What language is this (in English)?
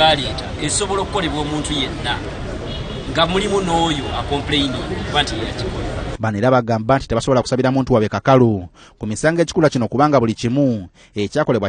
Ganda